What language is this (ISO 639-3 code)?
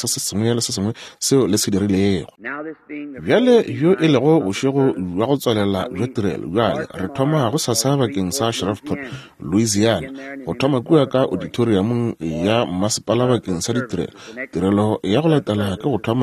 nso